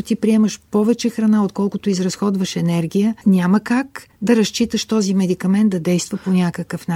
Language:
Bulgarian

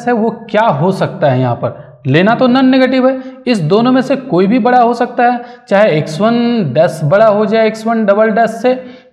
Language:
Hindi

